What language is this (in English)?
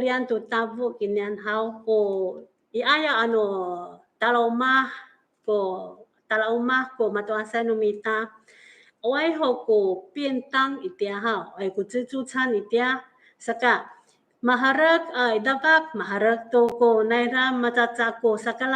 Amis